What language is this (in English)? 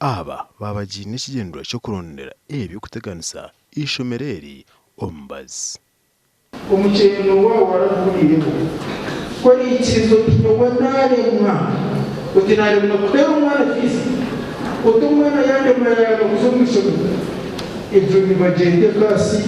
Nyankole